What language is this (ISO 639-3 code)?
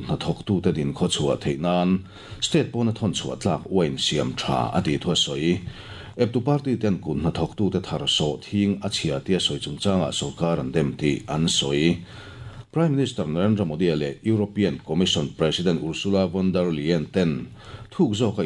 lus